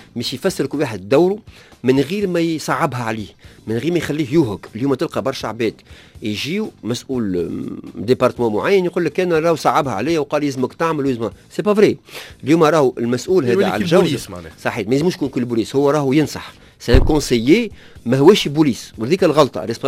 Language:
Tunisian Arabic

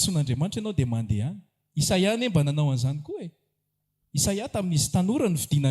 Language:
Malagasy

